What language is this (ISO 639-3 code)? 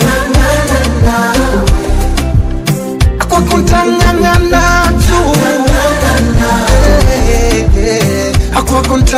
swa